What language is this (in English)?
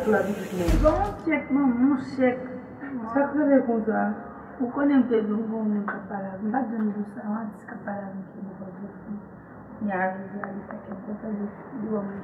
Haitian Creole